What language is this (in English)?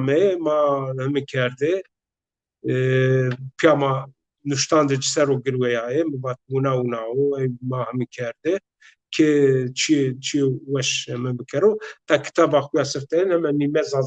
Zaza